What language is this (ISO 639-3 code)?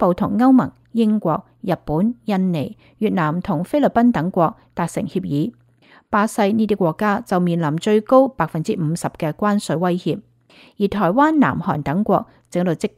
yue